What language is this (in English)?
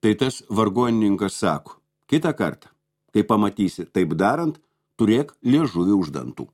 Lithuanian